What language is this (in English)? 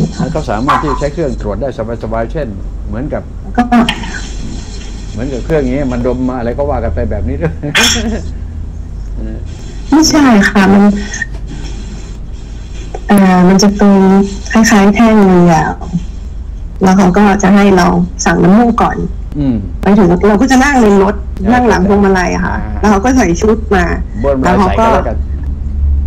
Thai